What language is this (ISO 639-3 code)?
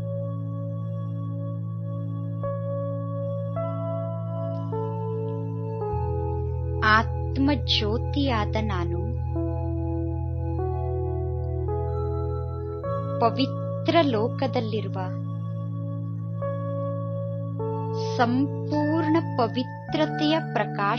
kan